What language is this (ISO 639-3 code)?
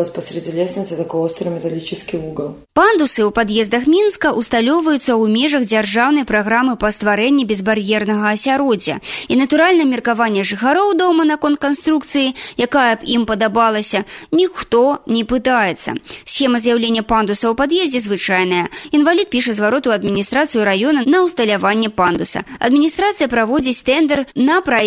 bel